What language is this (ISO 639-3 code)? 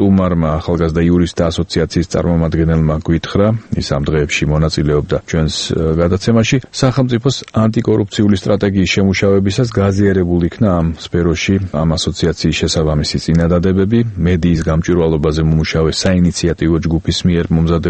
kat